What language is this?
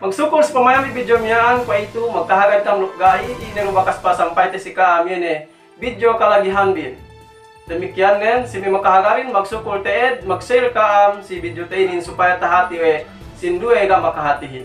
Yakan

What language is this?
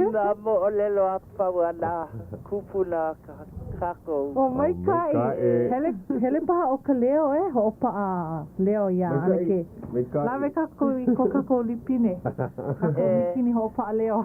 Hawaiian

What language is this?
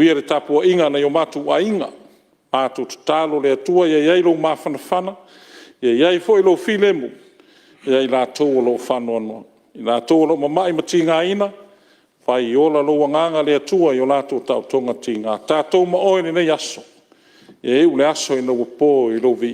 Samoan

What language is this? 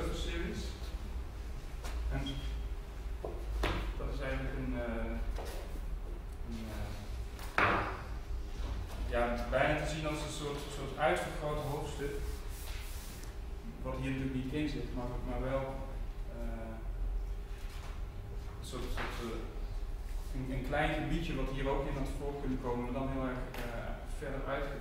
Dutch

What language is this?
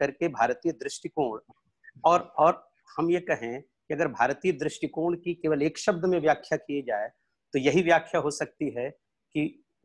Hindi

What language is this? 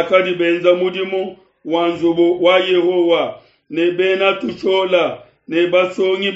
Luba-Lulua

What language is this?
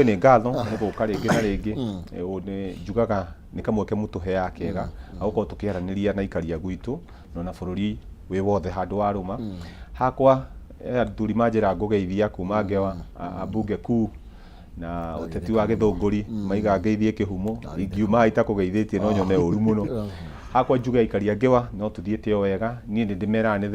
Kikuyu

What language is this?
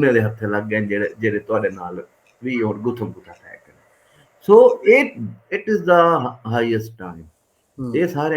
Saraiki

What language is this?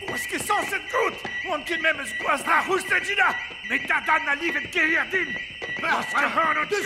Breton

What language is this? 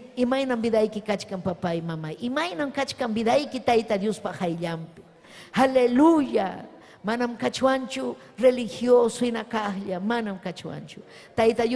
Ayacucho Quechua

